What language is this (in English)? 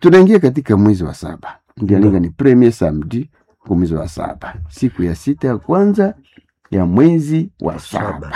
Nande